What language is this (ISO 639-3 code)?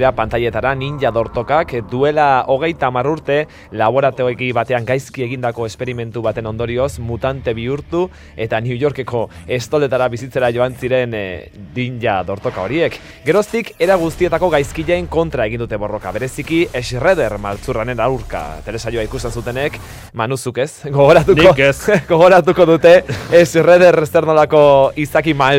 eus